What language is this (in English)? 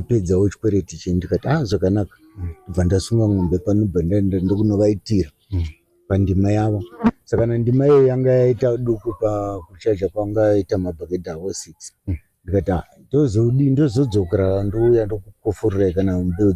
Shona